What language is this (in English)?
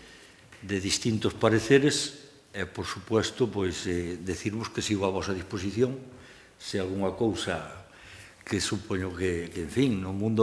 Galician